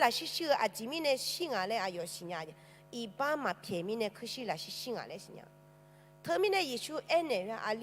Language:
Akha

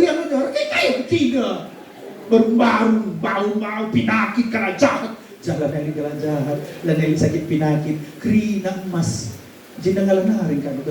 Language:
Batak Karo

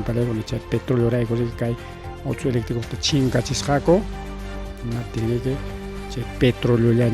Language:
Ayacucho Quechua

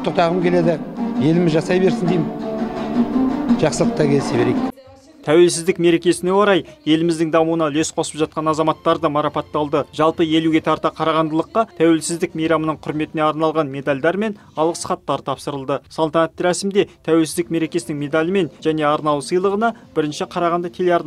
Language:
Kazakh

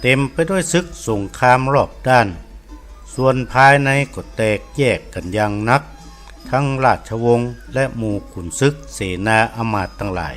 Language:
Northern Thai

